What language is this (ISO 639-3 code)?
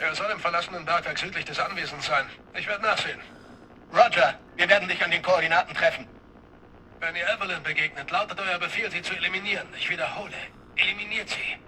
bar